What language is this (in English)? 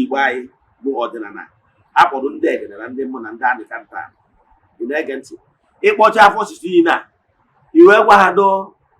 Igbo